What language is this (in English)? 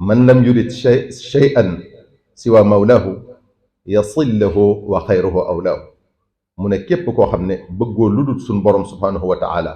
Wolof